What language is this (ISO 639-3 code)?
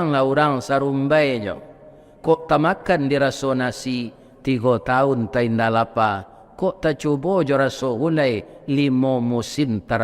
min